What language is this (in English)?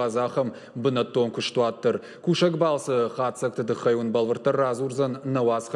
Ossetic